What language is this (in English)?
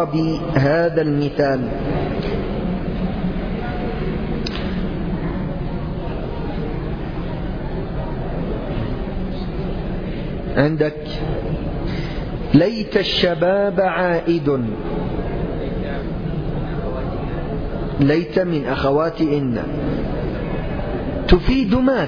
Arabic